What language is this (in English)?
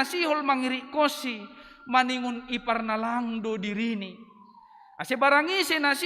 Batak Simalungun